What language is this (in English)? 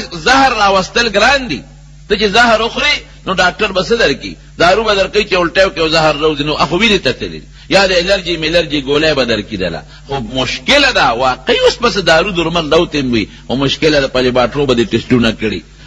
Pashto